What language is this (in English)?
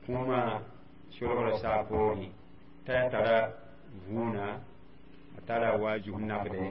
Mossi